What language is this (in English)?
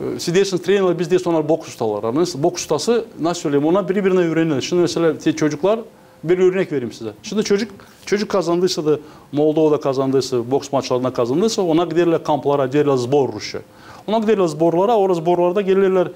Gagauz